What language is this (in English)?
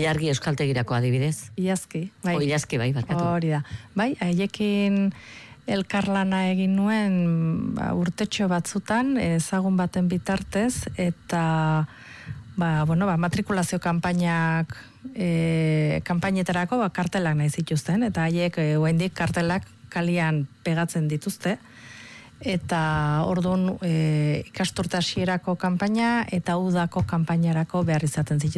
Basque